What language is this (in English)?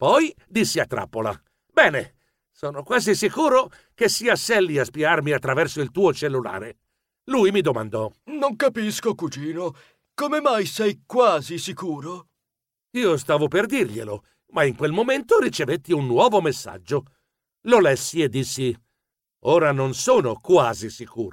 Italian